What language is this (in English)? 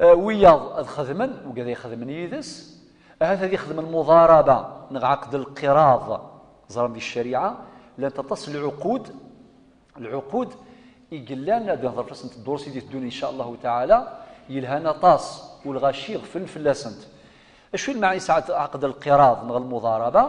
Kabyle